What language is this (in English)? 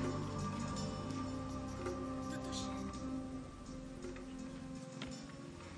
Tatar